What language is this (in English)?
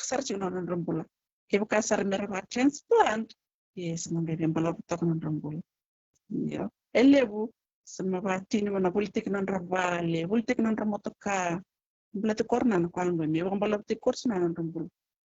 Fijian